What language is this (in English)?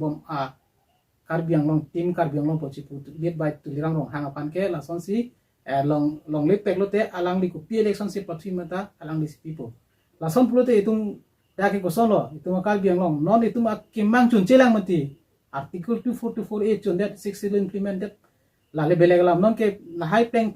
Karbi